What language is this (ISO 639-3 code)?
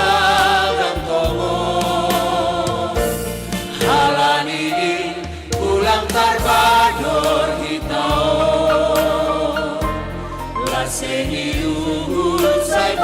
bts